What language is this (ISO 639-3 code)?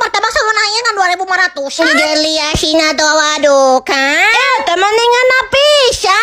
sun